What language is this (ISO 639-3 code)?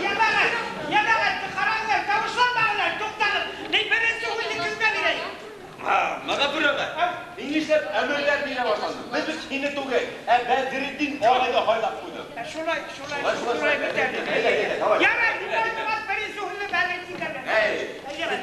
bak